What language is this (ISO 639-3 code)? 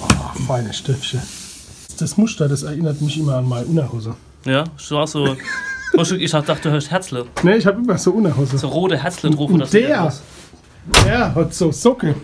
gsw